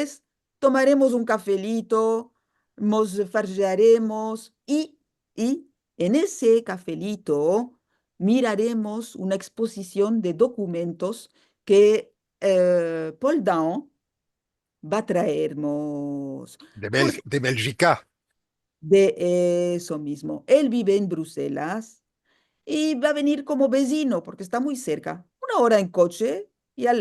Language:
Ladino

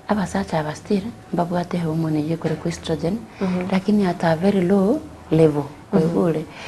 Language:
Gusii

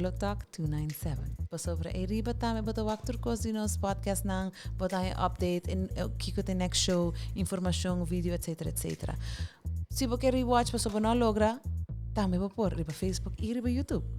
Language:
Papiamento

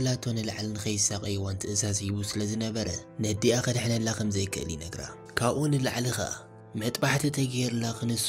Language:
Tigrinya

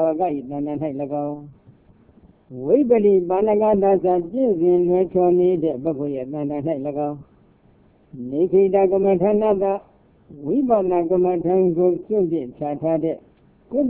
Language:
Burmese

